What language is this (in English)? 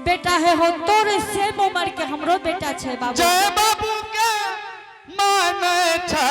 Angika